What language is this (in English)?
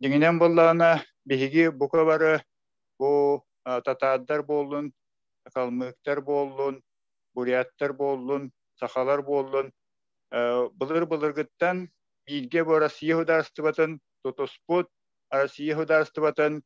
Yakut